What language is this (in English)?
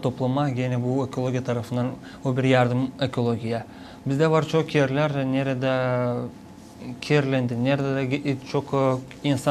Gagauz